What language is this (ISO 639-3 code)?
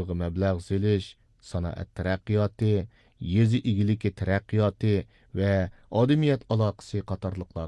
uig